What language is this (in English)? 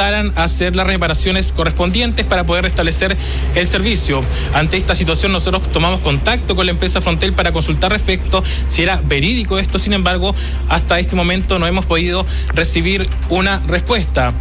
Spanish